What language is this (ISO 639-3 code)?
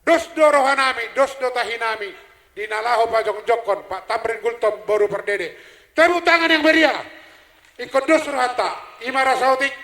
bbc